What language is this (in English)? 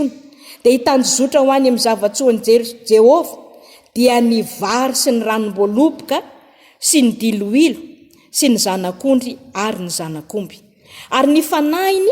Malagasy